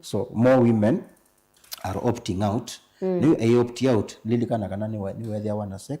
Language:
Kamba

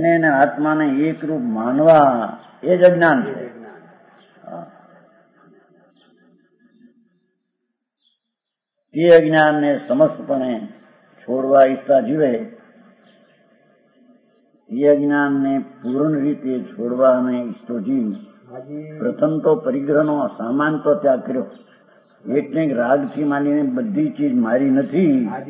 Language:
Gujarati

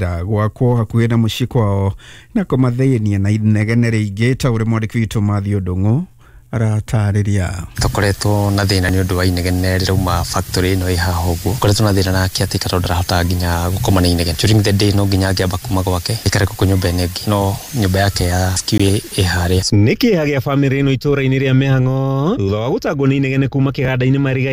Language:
Kikuyu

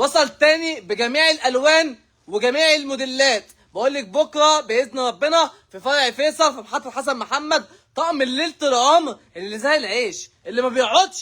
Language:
Egyptian Arabic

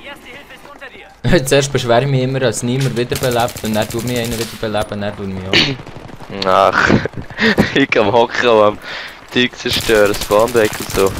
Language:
Swiss German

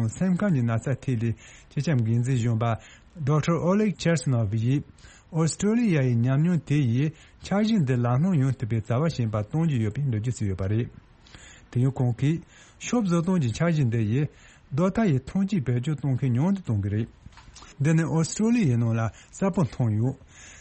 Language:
Tibetan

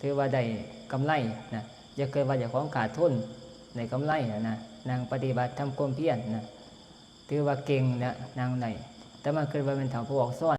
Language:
Northeastern Thai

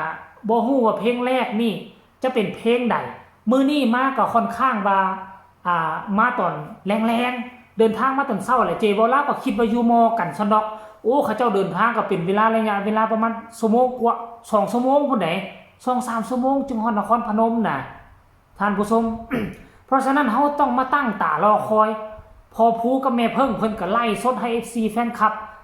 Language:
Northeastern Thai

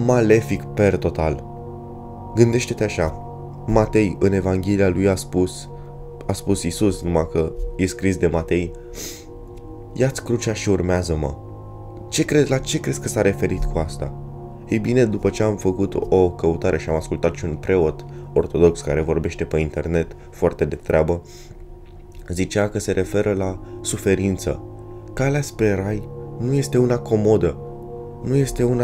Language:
Romanian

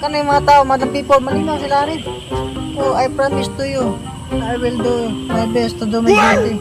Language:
Cebuano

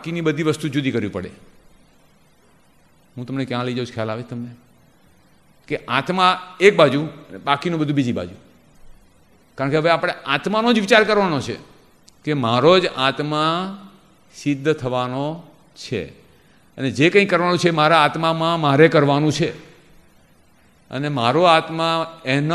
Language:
Gujarati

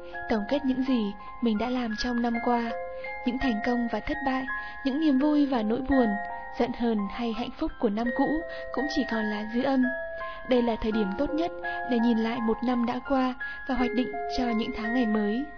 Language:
Vietnamese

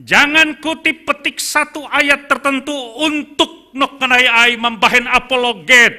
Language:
Batak Simalungun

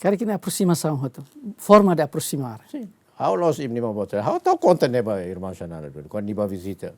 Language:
Tetum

